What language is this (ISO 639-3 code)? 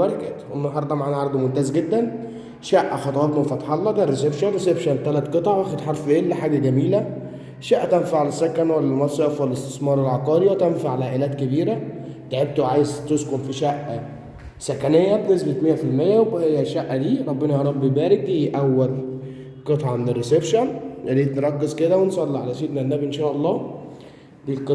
arz